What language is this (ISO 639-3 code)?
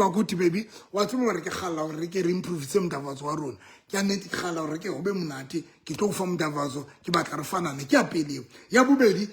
sot